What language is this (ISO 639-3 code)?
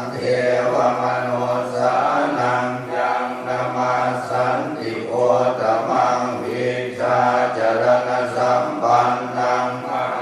pli